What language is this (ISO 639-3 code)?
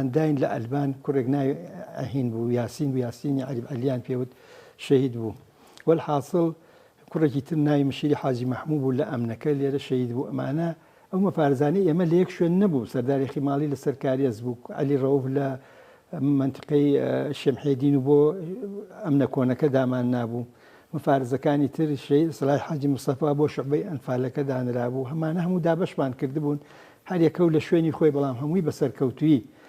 ckb